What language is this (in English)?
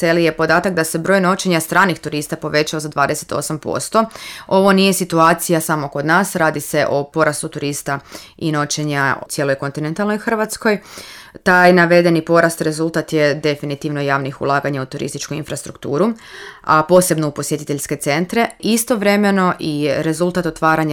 Croatian